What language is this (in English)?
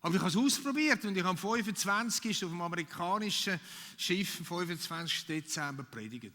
Swiss German